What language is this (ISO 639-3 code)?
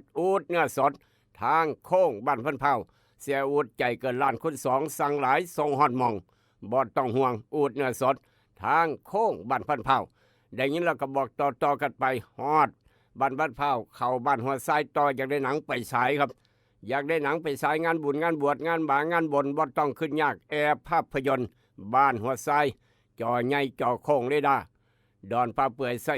tts